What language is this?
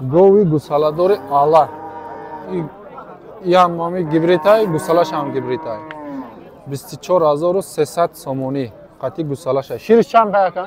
Tajik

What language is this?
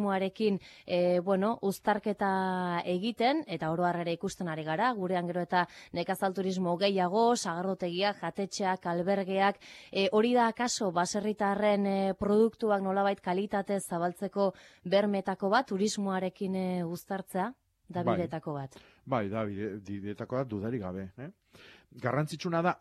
Basque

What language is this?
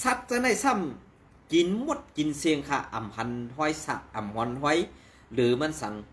Shan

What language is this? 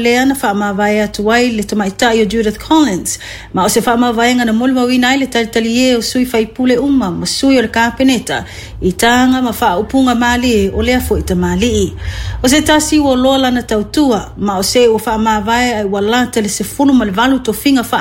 Samoan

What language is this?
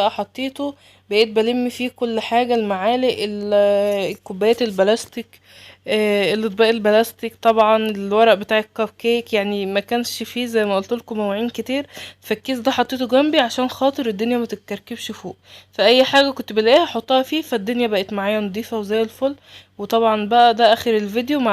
Egyptian Arabic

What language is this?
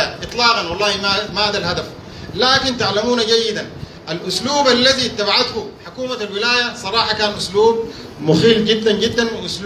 Sudanese Arabic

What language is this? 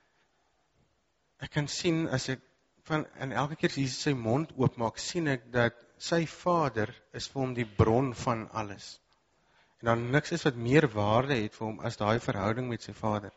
Afrikaans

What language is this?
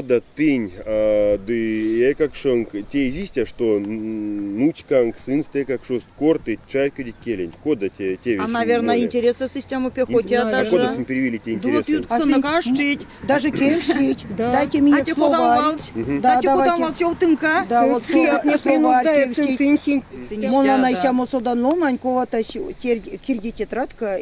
Erzya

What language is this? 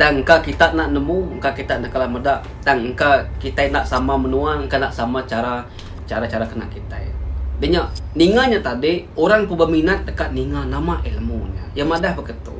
Iban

